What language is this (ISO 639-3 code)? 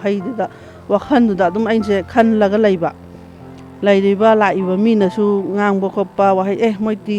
mni